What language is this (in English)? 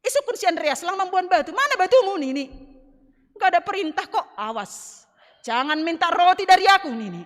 Batak Simalungun